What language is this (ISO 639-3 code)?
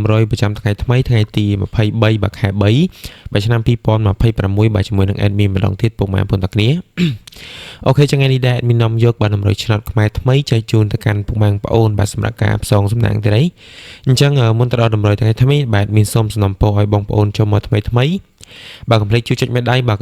khm